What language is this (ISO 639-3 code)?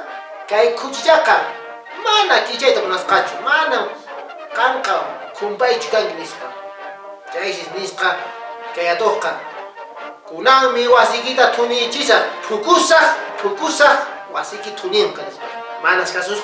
que